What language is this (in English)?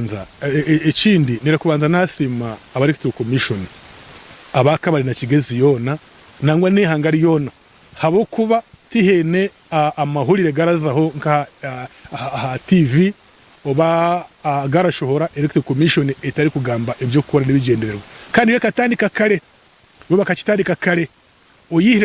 Nyankole